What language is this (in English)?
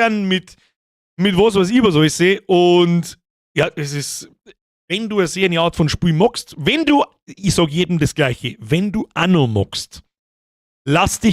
Bavarian